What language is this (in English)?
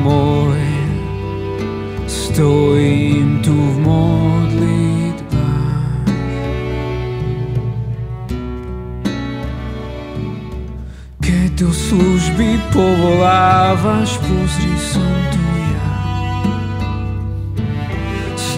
Slovak